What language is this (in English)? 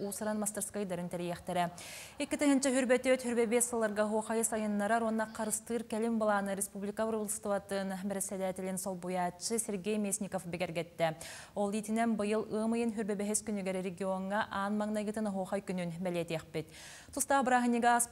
Yakut